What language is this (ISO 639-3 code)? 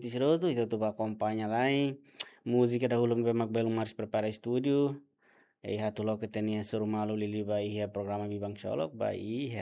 tet